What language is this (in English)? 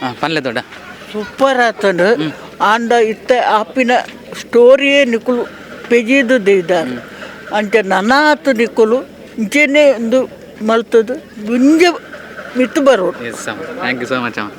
Tulu